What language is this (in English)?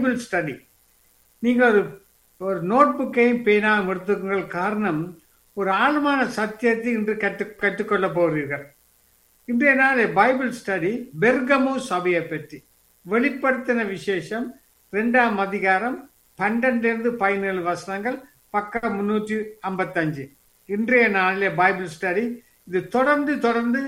Tamil